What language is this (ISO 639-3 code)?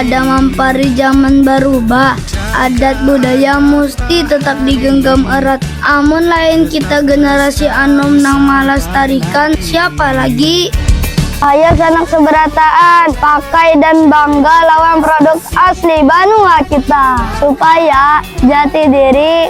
bjn